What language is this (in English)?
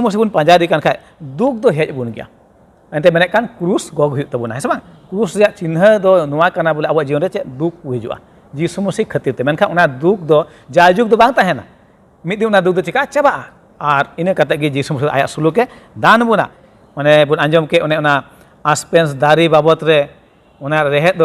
Santali